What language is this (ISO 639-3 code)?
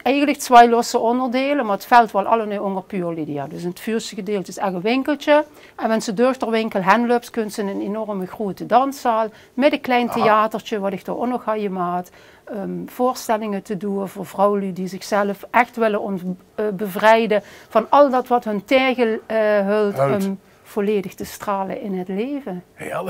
lim